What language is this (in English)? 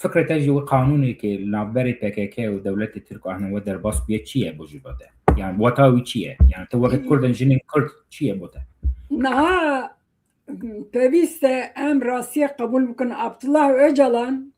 Kurdish